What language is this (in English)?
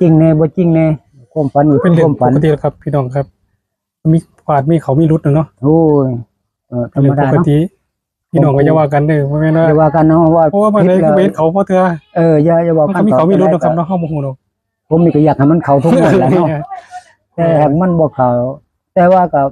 Northeastern Thai